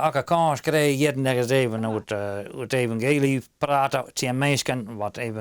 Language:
Western Frisian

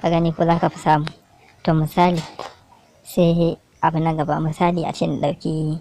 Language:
Hausa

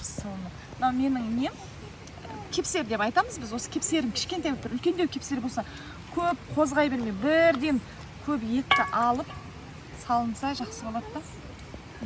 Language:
Kazakh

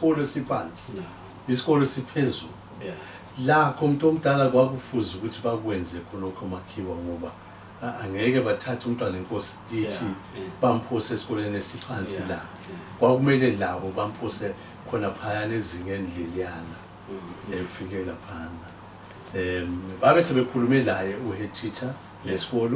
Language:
Zulu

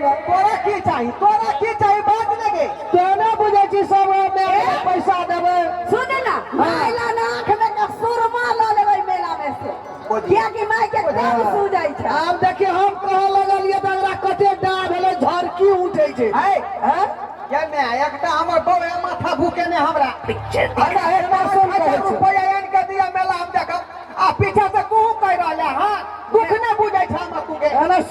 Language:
Maithili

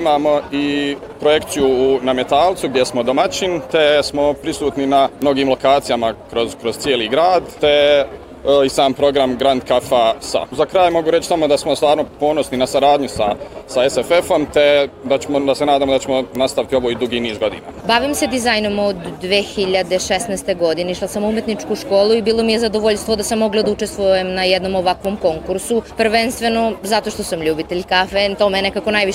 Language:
Bosnian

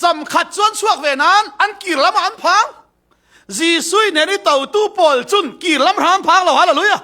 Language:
Falam Chin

